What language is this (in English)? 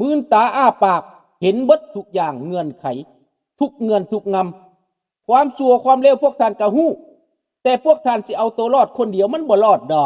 Lao